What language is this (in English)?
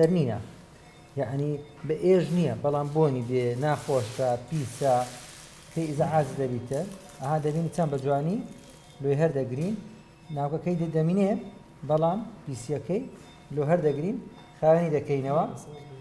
Central Kurdish